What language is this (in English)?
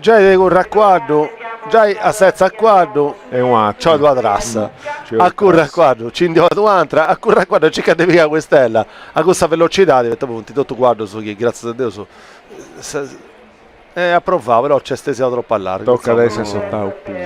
Sardinian